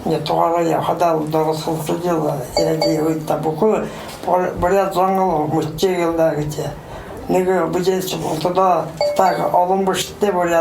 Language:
Buriat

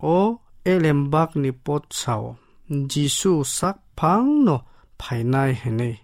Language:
Kok Borok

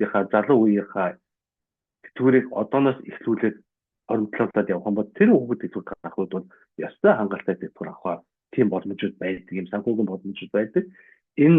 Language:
Mongolian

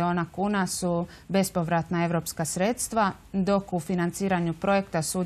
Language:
Croatian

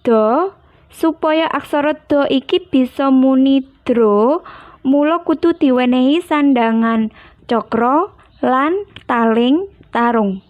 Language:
Javanese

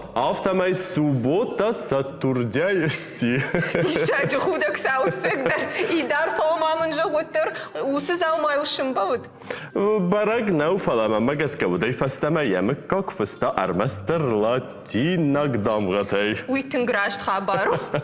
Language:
Ossetic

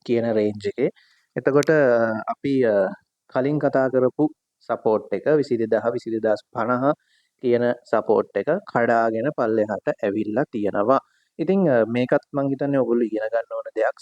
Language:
Sinhala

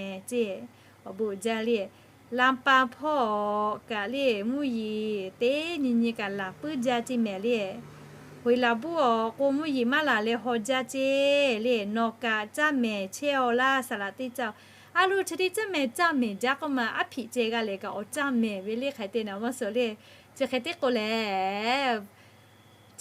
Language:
Lahu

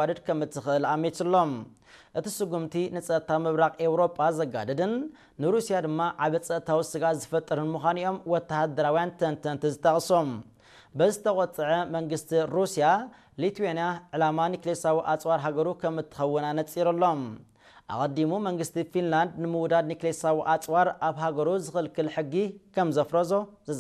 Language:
Tigrinya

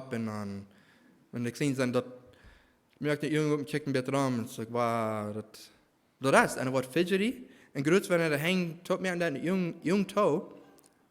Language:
Plautdietsch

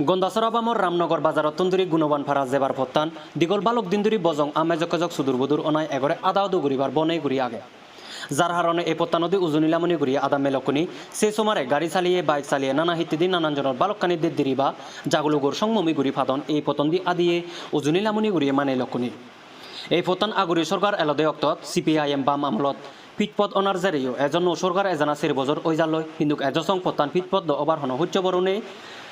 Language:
Chakma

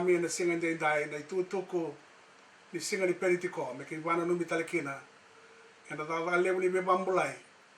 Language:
Fijian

